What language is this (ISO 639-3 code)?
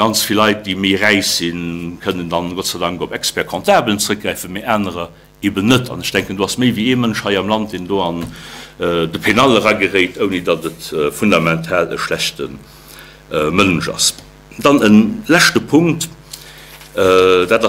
ltz